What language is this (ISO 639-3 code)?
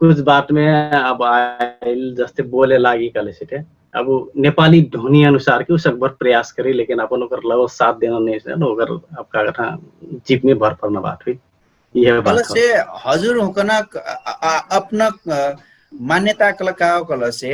thl